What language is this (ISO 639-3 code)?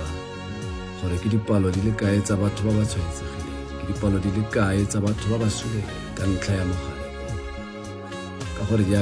tsn